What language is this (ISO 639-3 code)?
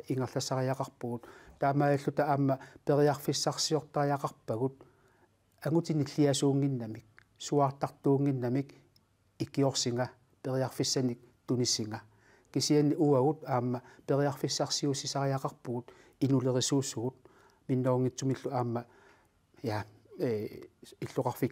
kal